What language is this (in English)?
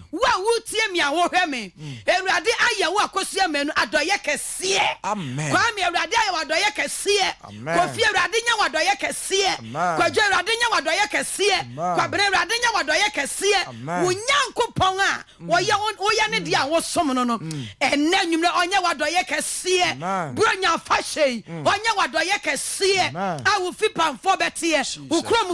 Akan